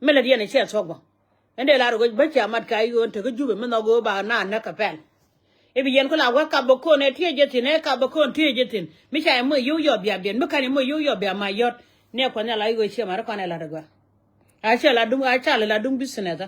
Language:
Nuer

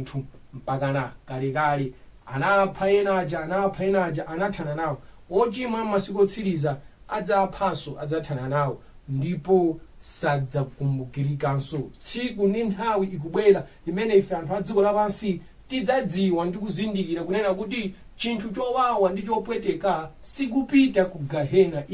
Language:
Nyanja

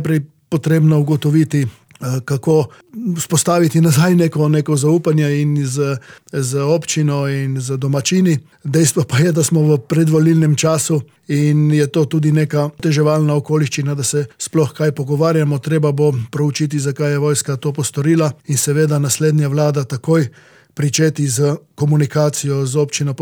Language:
Slovenian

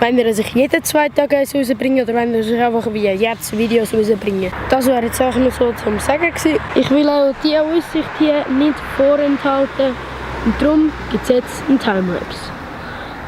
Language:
Swiss German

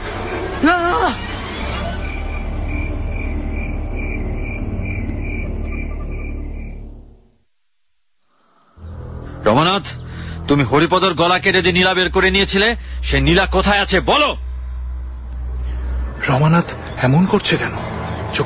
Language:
Bangla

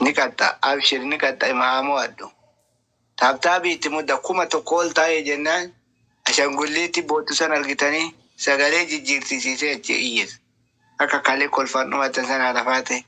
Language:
Oromo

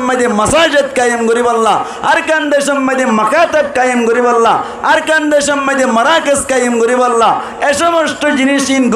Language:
Rohingya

